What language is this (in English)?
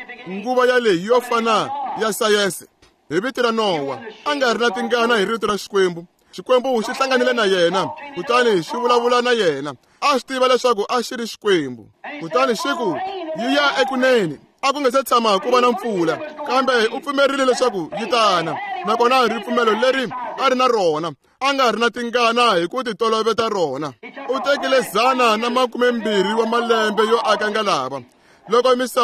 Tsonga